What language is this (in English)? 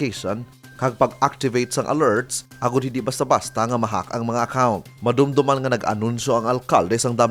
Hiligaynon